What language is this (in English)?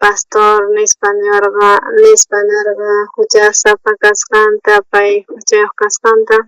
South Bolivian Quechua